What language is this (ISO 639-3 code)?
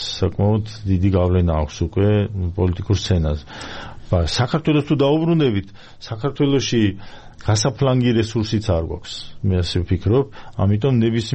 kat